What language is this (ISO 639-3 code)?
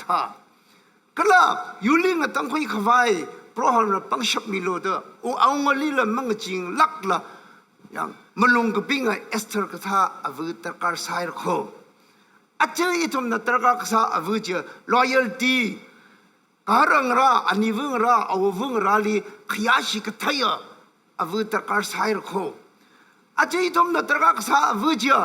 nmf